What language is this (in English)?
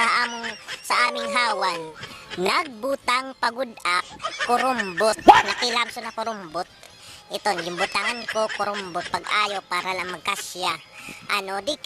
Waray